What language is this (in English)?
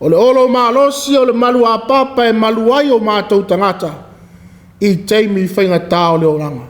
Samoan